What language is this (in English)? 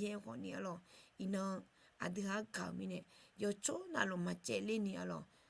Akha